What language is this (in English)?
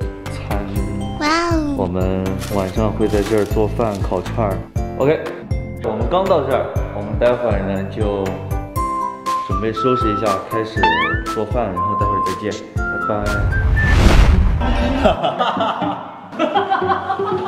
Chinese